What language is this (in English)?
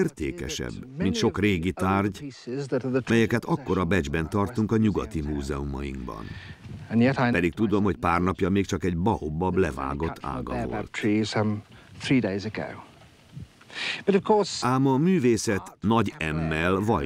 Hungarian